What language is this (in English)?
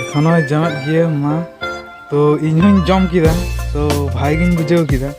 Santali